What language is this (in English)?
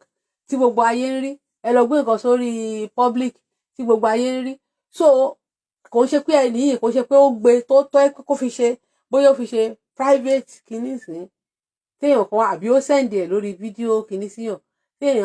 Yoruba